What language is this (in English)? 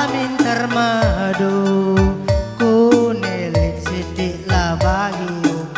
Batak Karo